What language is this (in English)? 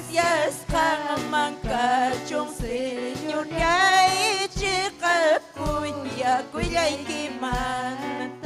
Ayacucho Quechua